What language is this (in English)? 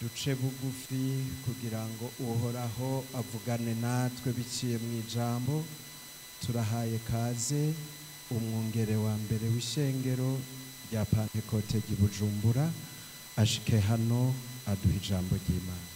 Rundi